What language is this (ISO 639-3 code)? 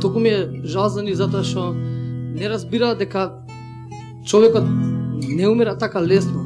mkd